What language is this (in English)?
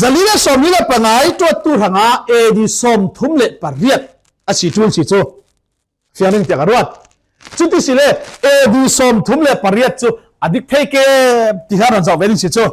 Falam Chin